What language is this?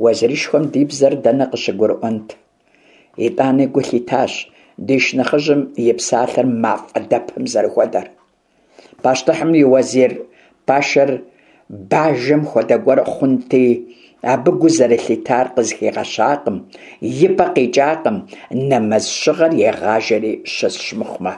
Kabardian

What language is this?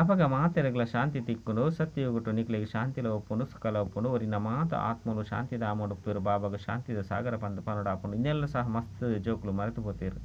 Tulu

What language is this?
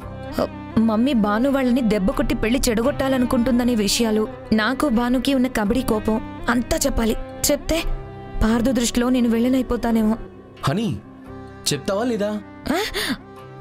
Telugu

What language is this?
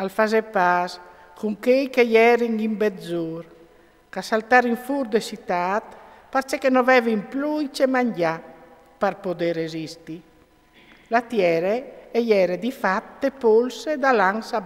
Friulian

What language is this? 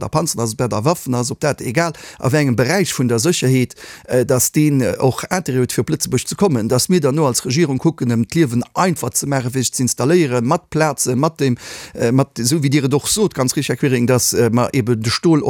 Luxembourgish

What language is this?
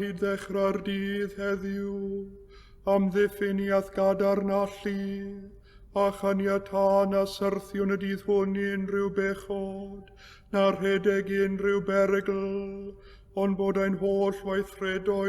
Welsh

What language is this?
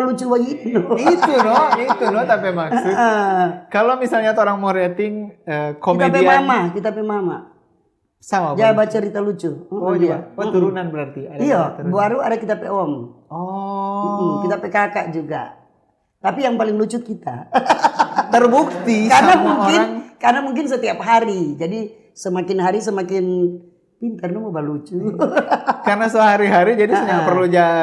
Manado Malay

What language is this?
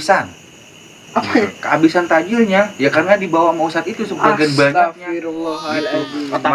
Betawi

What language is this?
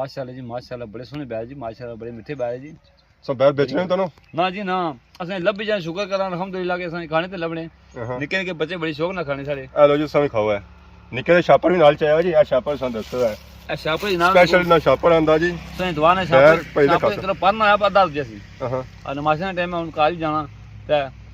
Pahari-Potwari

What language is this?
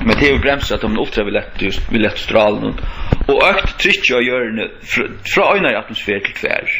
Faroese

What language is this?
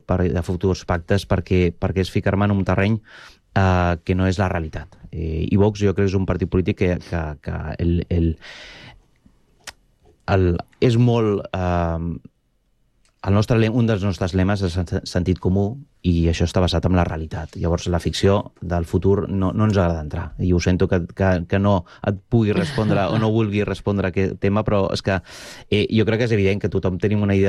Catalan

